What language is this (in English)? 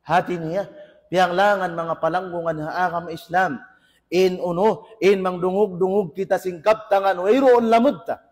Tausug